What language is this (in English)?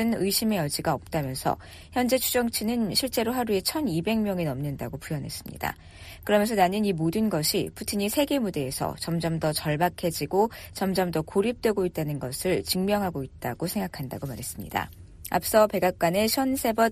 Korean